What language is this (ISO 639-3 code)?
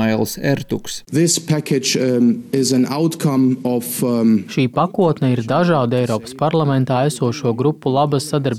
lav